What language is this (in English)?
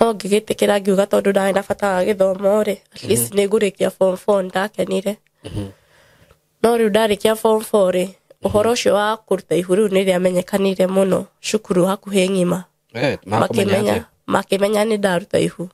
Kikuyu